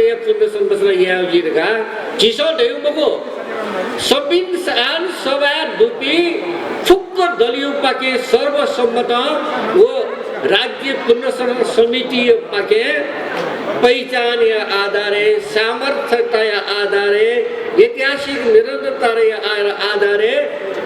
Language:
Newari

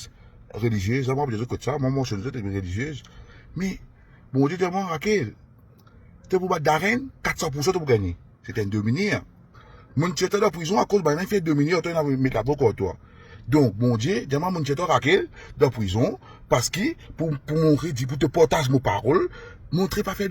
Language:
Morisyen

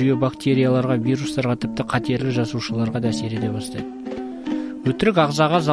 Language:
Kazakh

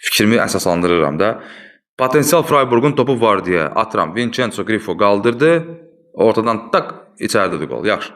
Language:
Azerbaijani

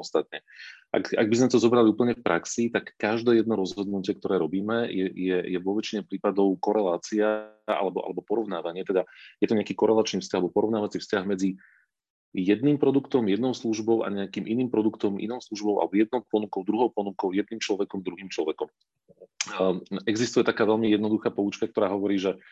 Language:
Slovak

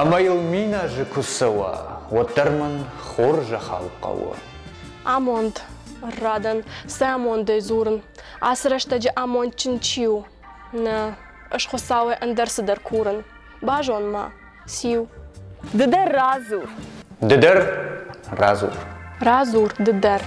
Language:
Ossetic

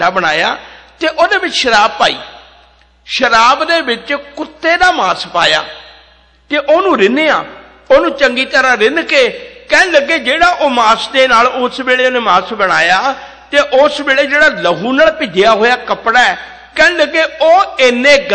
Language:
Punjabi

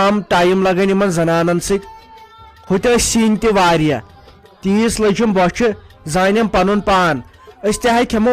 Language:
Kashmiri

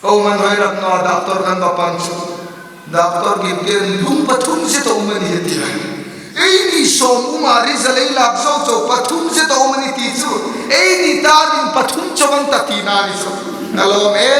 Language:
Hmar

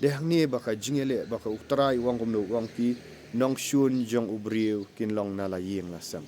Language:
Khasi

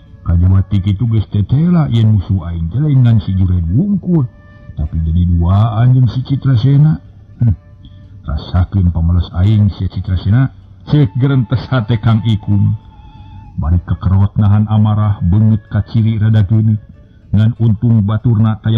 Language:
Sundanese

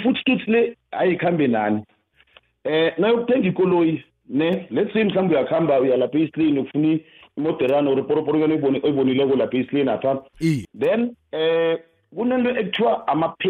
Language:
South Ndebele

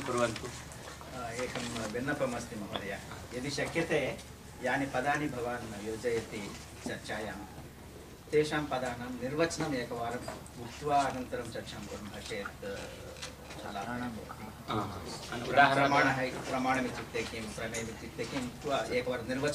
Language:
Sanskrit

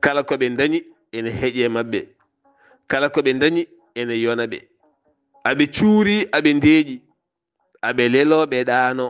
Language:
Fula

